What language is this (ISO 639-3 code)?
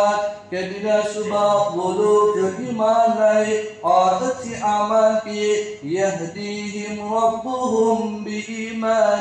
urd